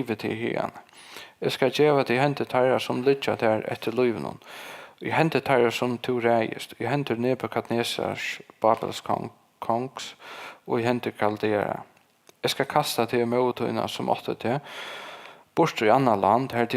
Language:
Faroese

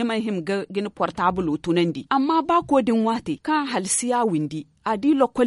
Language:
Zarma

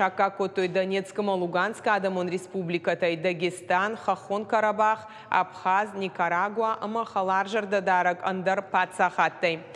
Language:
Ossetic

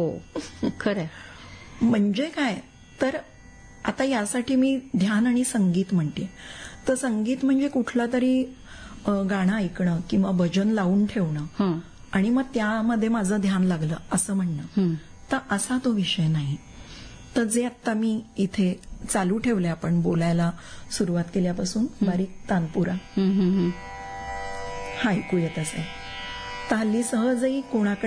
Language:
Marathi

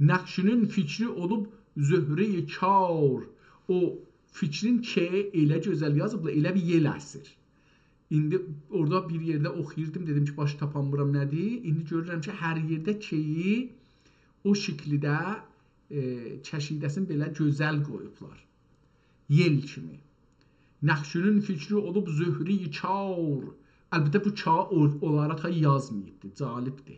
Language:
South Azerbaijani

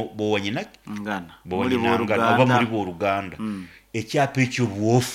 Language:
Nyoro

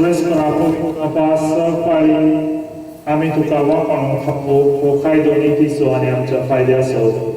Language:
Konkani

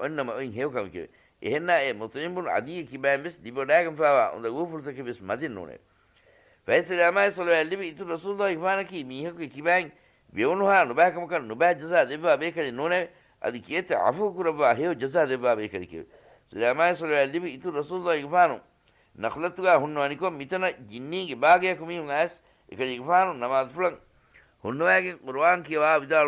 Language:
Divehi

